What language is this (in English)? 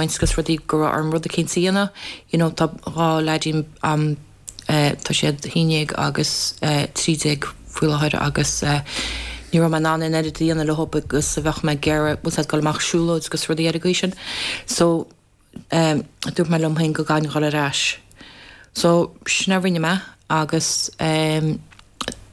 Irish